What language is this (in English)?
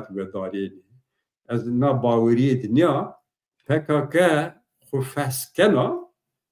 Zaza